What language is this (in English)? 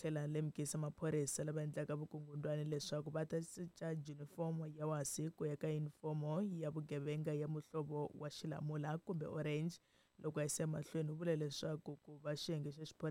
Tsonga